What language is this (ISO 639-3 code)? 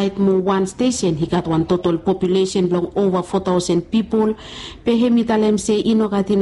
bis